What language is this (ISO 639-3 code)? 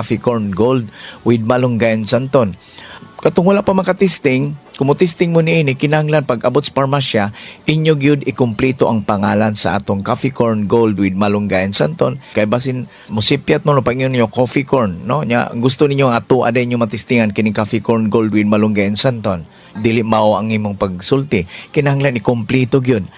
ceb